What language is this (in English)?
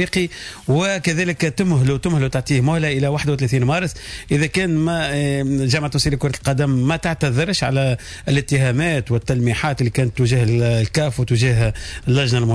Tunisian Arabic